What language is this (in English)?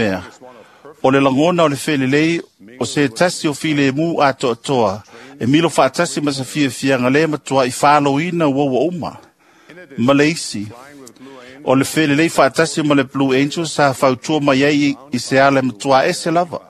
Samoan